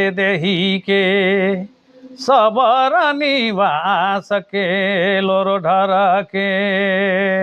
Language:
Sadri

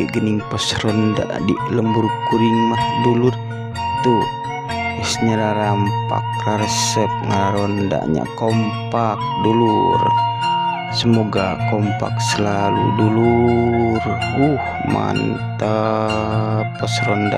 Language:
Sundanese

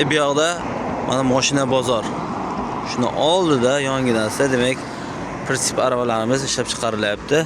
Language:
Uzbek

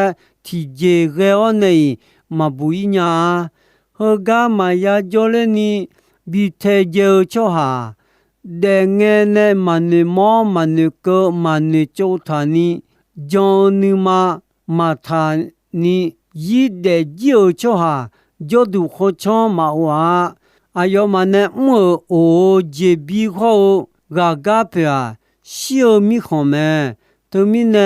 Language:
Akha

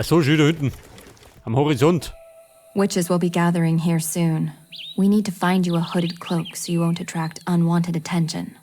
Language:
Bavarian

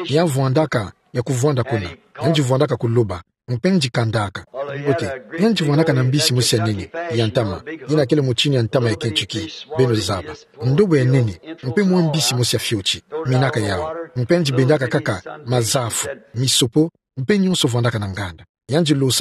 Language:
Kituba (Democratic Republic of Congo)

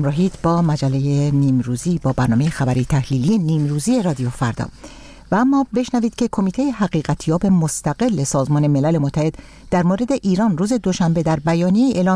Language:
Persian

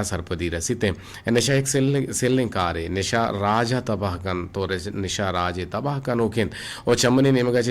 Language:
Eastern Balochi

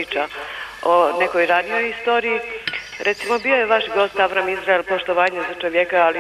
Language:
Serbian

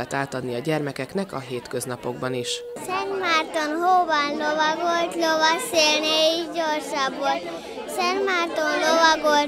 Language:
Hungarian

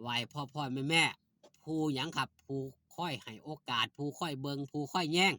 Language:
Northeastern Thai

